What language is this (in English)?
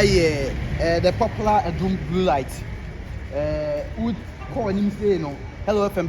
Akan